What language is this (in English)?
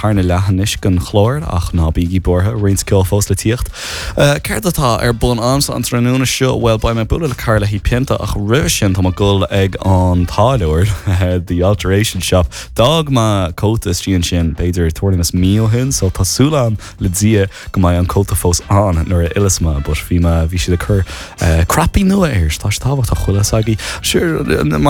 Irish